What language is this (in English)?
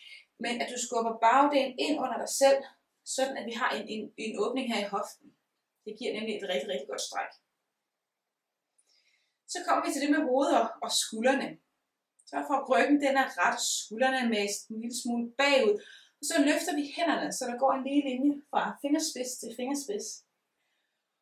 Danish